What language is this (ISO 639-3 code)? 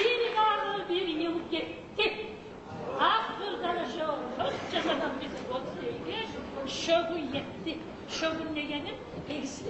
kum